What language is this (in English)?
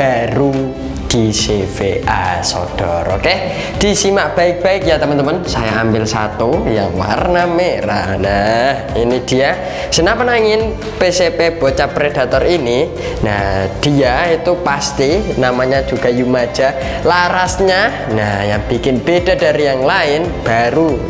Indonesian